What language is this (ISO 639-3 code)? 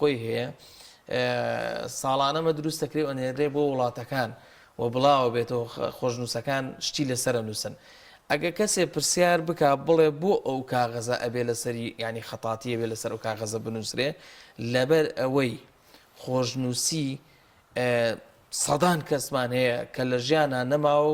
ckb